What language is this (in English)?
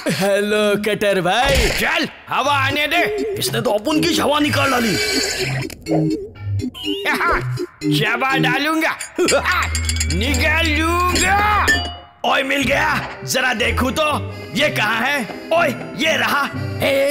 Hindi